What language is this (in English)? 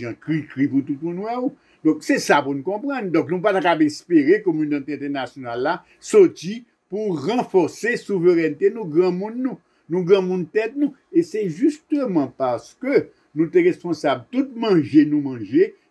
Haitian Creole